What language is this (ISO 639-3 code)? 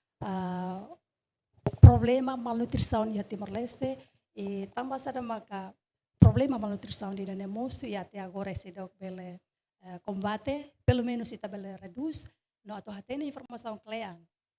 tet